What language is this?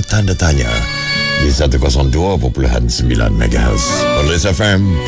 Malay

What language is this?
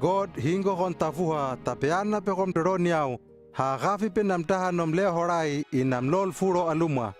Hano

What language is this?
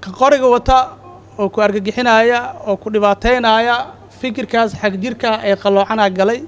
Somali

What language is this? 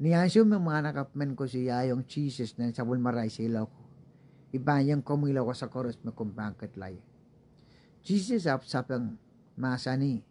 Pohnpeian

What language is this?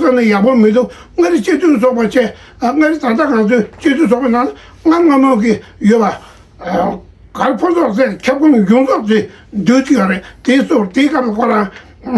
Tibetan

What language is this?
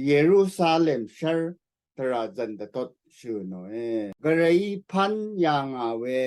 Rawang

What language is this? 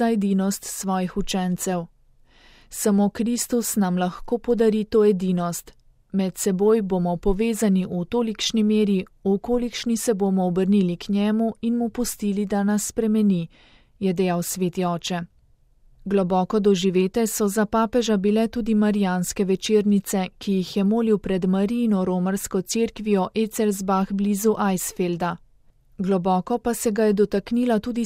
Slovenian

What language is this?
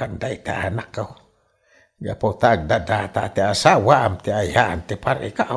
Iloko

